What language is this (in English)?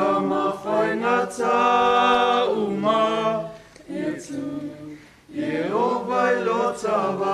Samoan